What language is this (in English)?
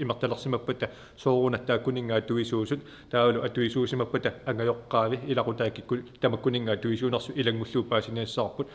Kalaallisut